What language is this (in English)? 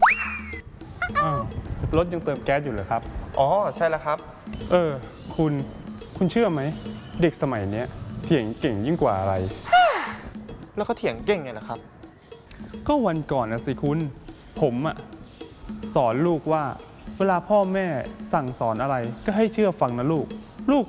Thai